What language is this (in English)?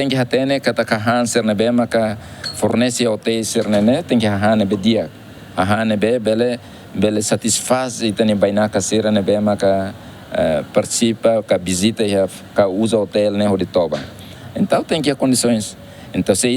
Tetum